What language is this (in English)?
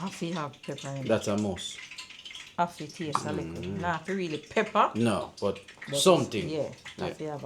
Jamaican Creole English